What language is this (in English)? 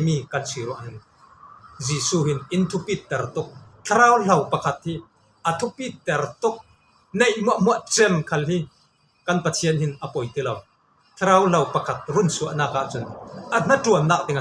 Falam Chin